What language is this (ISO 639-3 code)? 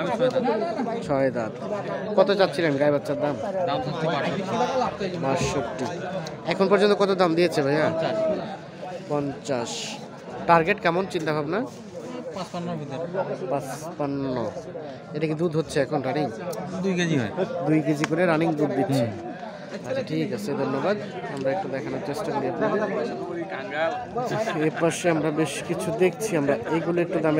ben